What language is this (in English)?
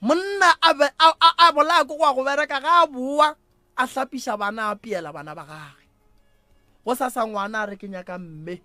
Northern Sotho